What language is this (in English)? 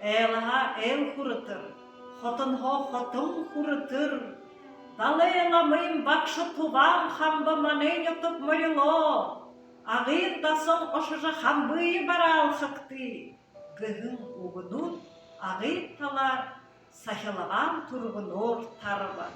Buriat